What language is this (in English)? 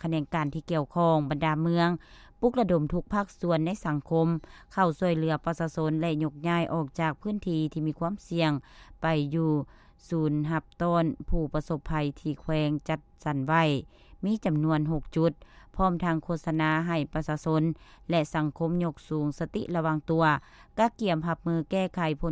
Lao